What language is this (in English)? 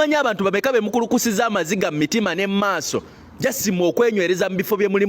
Ganda